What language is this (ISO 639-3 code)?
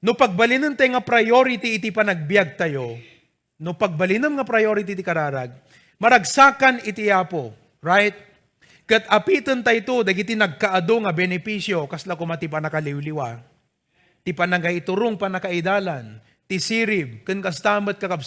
ilo